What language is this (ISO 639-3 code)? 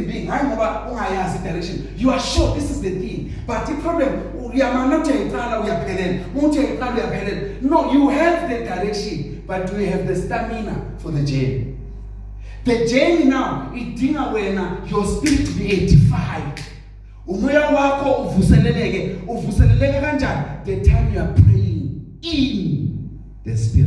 zul